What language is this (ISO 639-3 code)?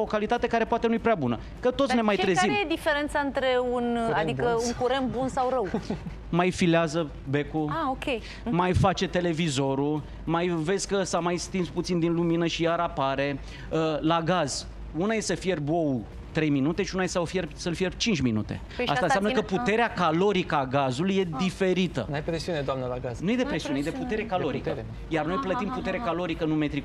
ron